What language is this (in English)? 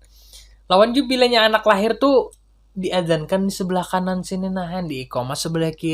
Banjar